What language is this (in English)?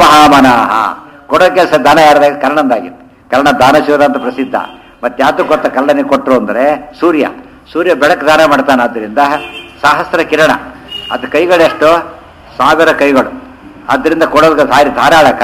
Kannada